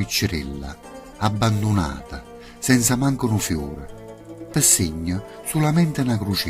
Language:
Neapolitan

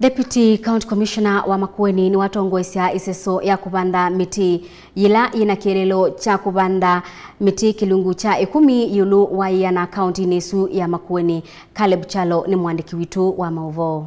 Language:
Kamba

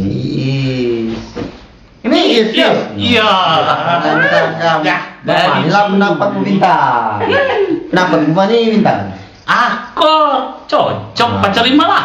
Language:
Musi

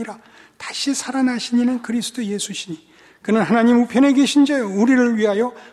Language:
Korean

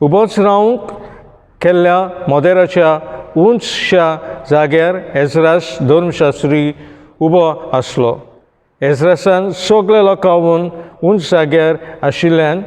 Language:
Konkani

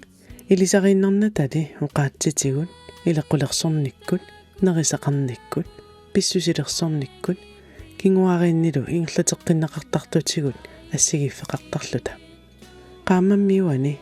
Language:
Kalaallisut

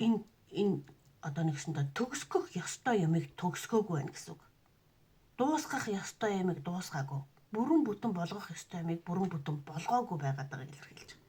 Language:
Mongolian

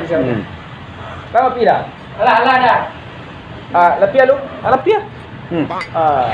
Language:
Minangkabau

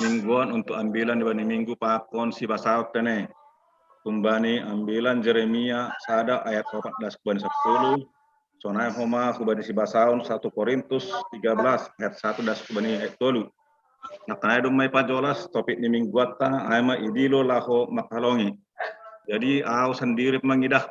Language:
Batak Simalungun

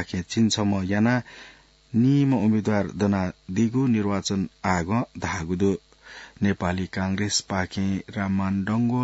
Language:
Newari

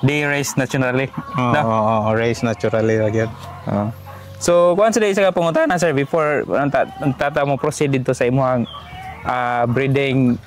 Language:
Cebuano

